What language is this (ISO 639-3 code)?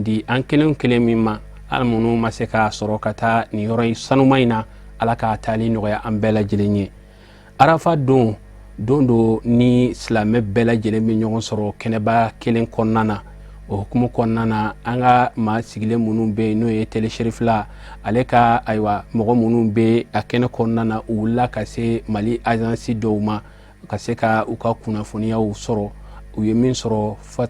bam